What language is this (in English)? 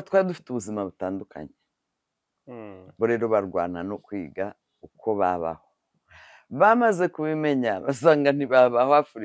Kinyarwanda